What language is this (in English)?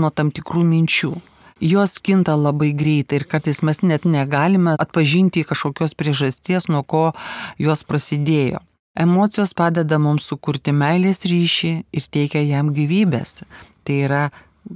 Lithuanian